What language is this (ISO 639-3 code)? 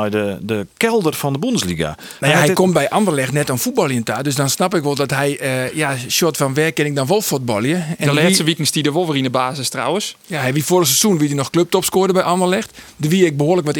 fry